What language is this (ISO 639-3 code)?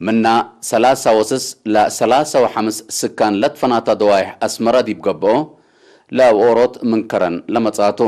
tig